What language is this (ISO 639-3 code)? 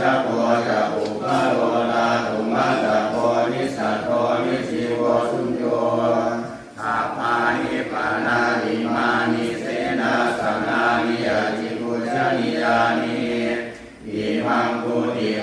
pli